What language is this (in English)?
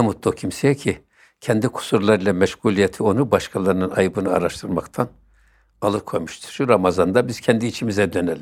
Turkish